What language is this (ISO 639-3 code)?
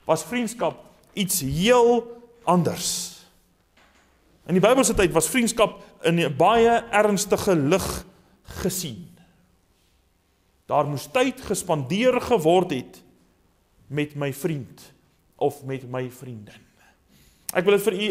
afr